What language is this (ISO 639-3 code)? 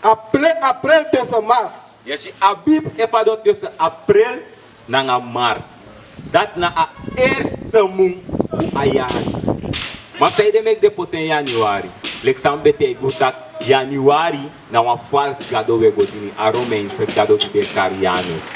srn